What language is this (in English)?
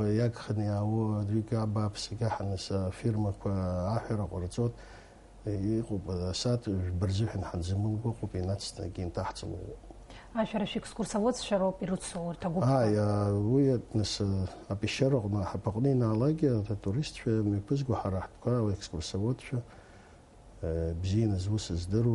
Abkhazian